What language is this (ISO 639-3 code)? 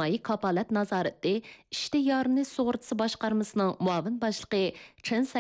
uig